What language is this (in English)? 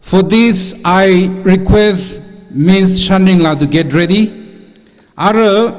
Tangkhul Naga (India)